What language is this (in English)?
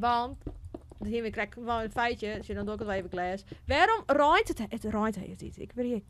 Western Frisian